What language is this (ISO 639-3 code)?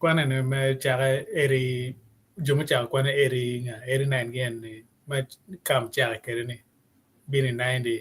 ach